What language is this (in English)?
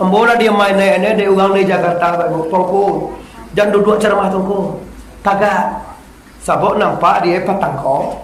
Minangkabau